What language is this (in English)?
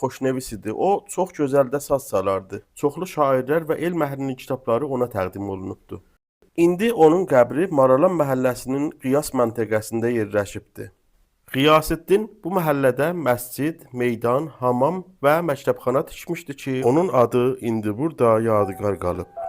Azerbaijani